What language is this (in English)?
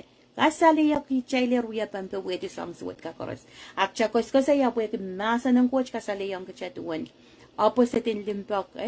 Pohnpeian